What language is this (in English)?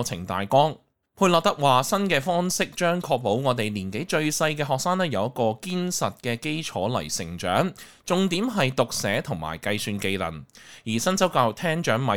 Cantonese